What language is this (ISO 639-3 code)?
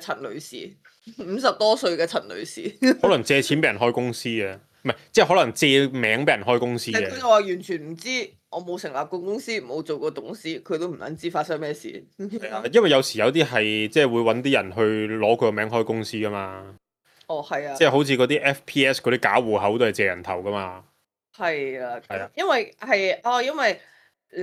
yue